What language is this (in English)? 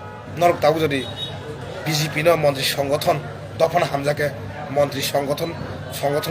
Kok Borok